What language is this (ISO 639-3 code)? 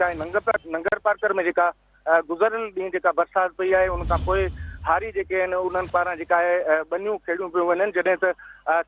snd